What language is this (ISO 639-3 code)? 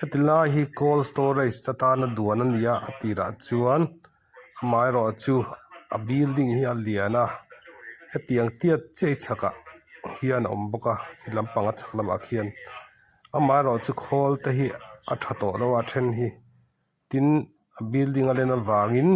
lus